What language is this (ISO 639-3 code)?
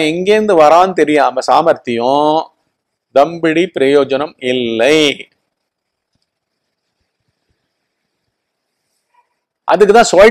tam